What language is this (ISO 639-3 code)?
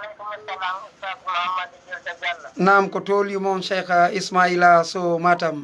ful